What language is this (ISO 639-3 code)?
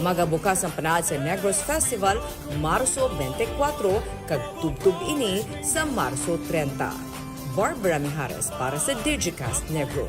hil